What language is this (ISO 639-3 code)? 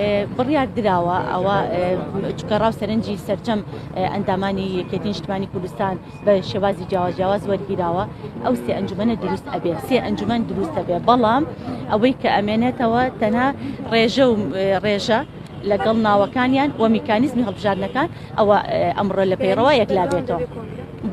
ckb